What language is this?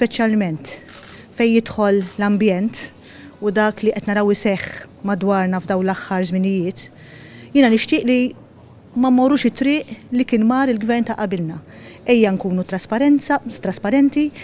Maltese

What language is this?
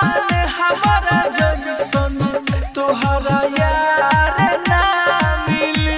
Bhojpuri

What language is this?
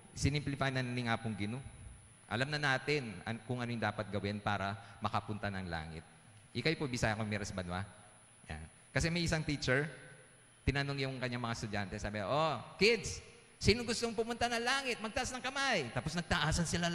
Pampanga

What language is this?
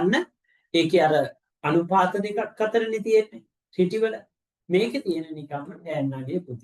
Sinhala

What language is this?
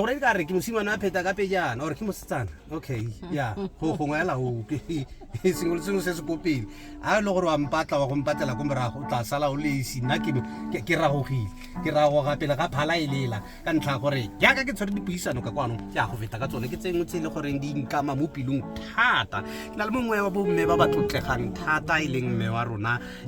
Tswana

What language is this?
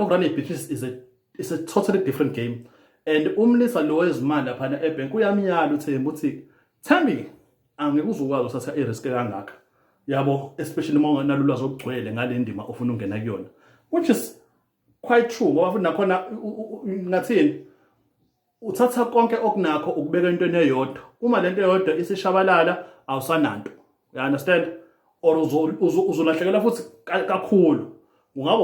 Zulu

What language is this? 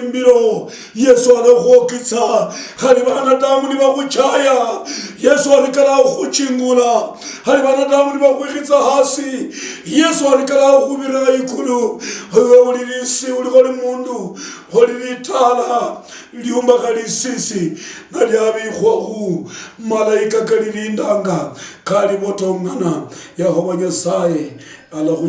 Luyia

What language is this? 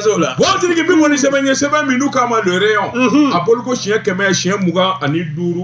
Bambara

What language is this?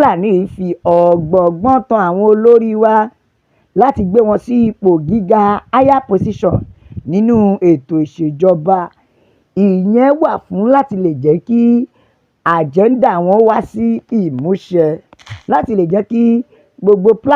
Yoruba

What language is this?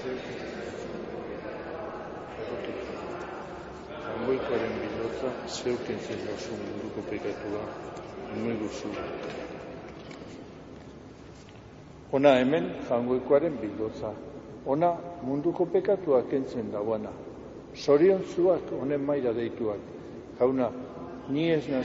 Basque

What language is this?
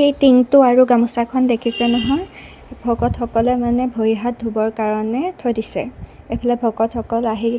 Assamese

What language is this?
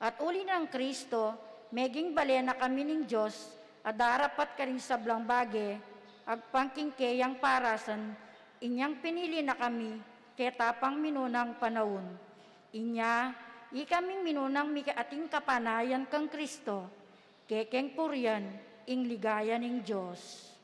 Pampanga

